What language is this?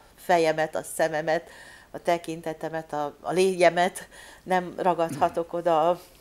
Hungarian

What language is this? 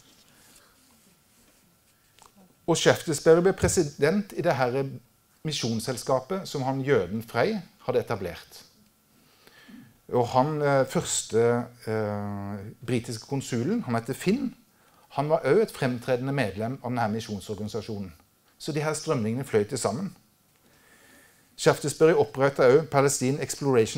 Norwegian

